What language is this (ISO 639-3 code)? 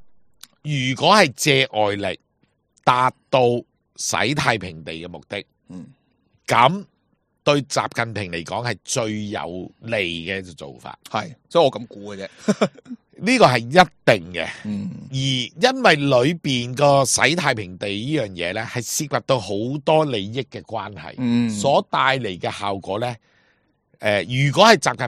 yue